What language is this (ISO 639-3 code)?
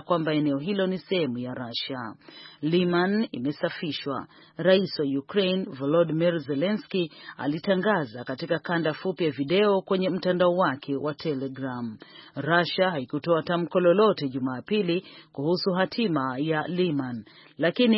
swa